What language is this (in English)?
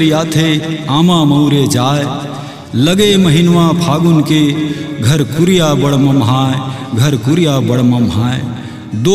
Chhattisgarhi